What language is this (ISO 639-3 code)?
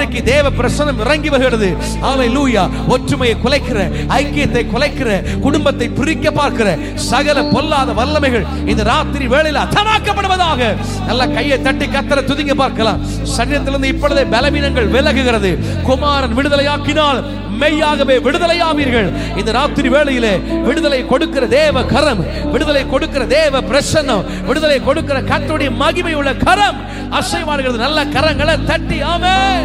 tam